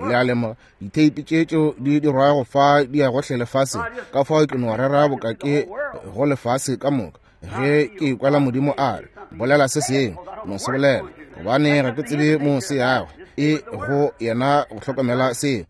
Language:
Northern Sotho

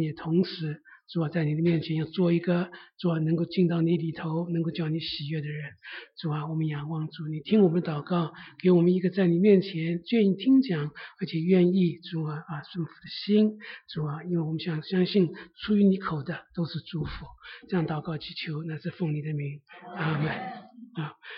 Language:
Chinese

